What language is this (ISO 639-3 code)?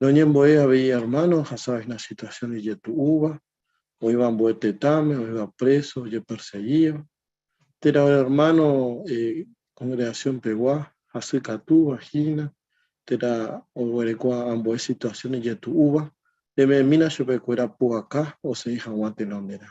grn